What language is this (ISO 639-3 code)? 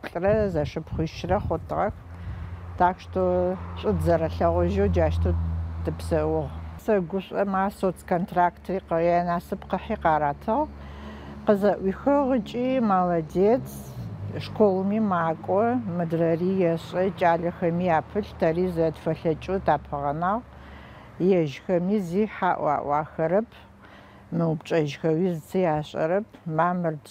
ady